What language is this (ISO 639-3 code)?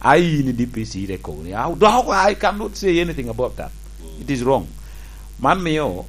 laj